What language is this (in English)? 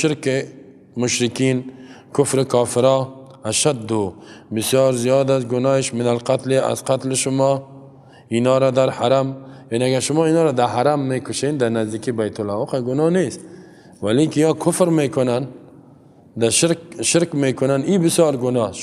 Persian